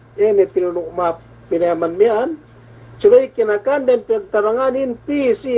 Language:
Yakan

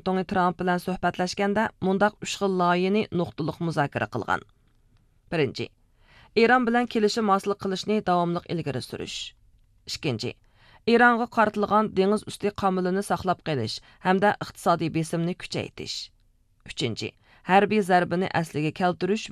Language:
Uyghur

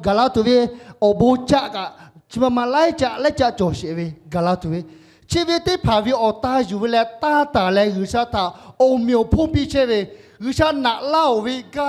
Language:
Lahu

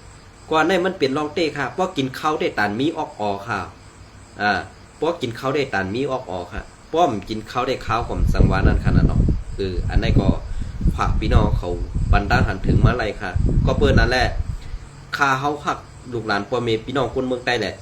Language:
Shan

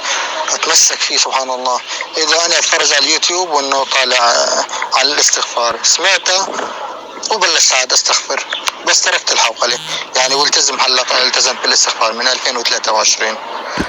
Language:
North Levantine Arabic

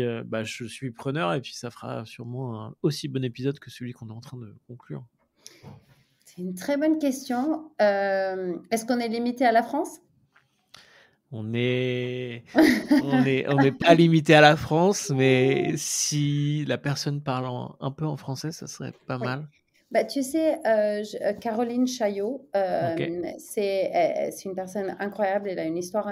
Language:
French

